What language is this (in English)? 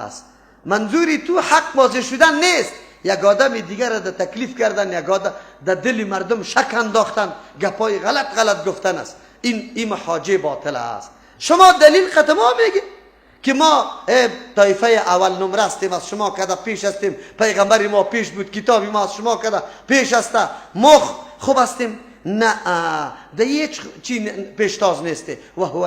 Persian